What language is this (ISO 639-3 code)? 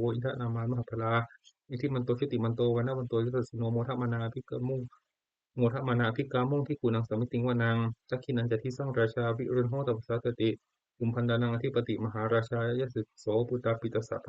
pli